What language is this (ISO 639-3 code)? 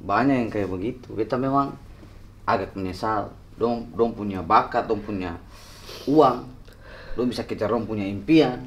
abs